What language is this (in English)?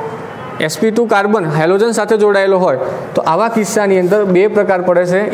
Gujarati